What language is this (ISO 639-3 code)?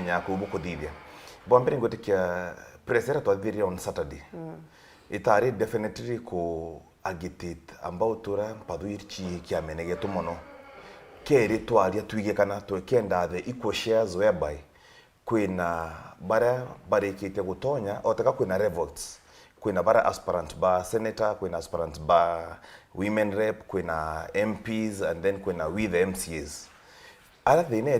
mer